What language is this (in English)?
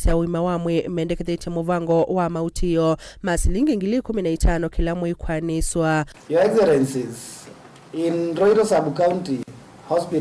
Kamba